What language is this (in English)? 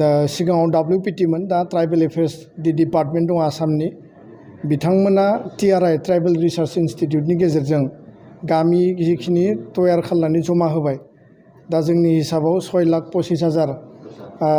Bodo